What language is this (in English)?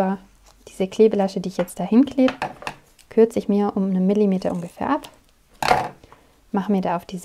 German